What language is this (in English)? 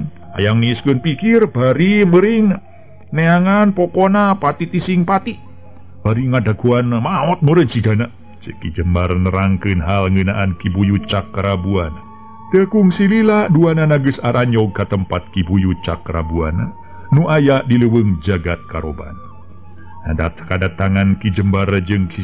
Sundanese